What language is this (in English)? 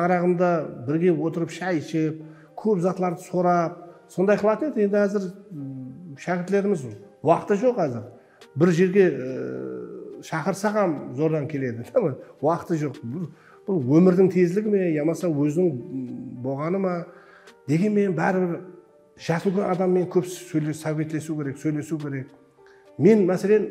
Kara-Kalpak